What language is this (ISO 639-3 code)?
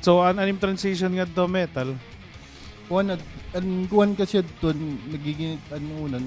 war